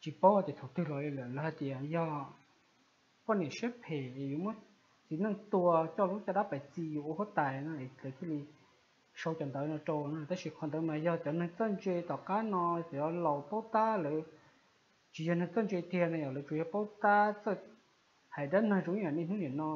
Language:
Hmong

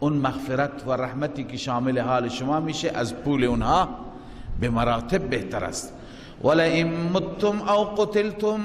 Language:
Persian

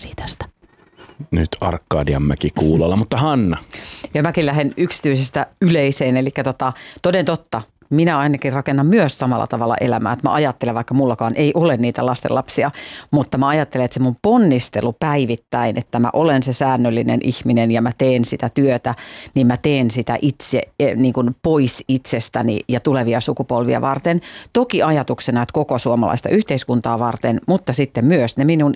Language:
Finnish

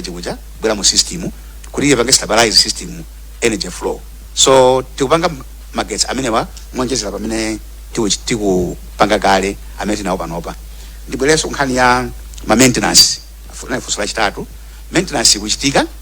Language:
Nyanja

